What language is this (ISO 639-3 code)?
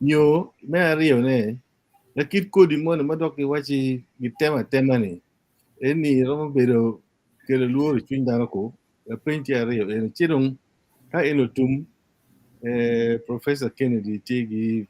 ach